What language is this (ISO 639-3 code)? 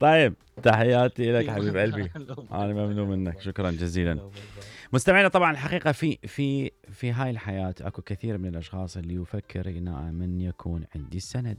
acm